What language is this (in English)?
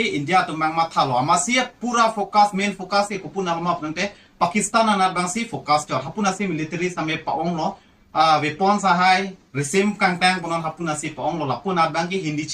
Karbi